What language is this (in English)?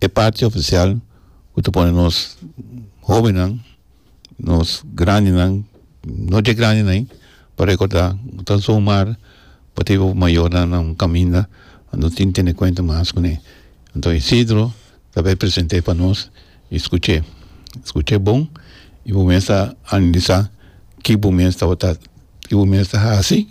Papiamento